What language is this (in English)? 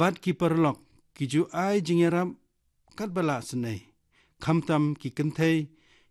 Khasi